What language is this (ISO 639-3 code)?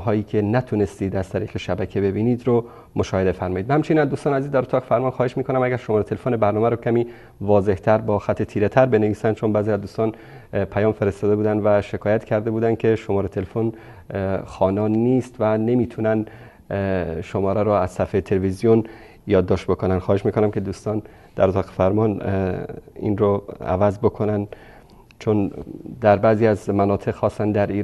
fas